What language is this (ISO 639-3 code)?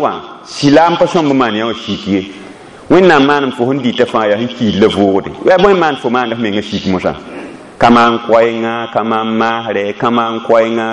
mos